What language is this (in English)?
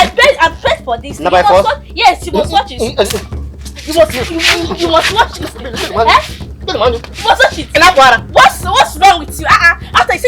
Nigerian Pidgin